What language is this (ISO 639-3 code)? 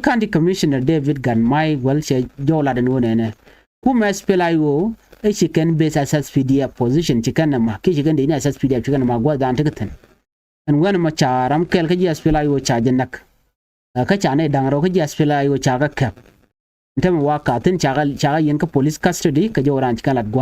nus